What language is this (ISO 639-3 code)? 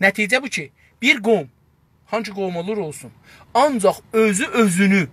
azb